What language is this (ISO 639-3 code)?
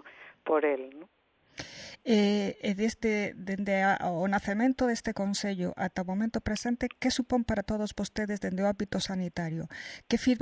glg